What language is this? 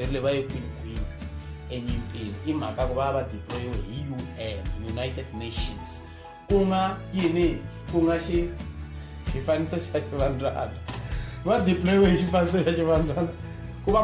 Tsonga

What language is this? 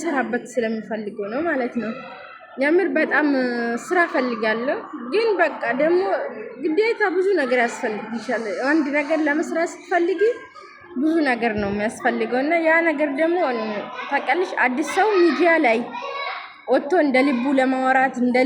Amharic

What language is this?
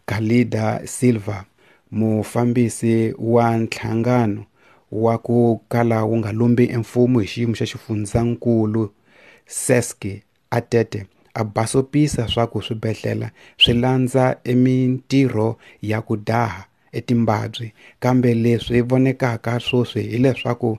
Tsonga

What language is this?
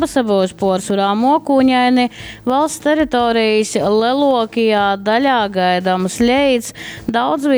Latgalian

